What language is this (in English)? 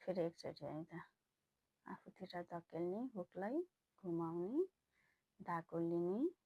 Nepali